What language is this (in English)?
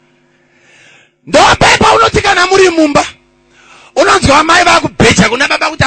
Shona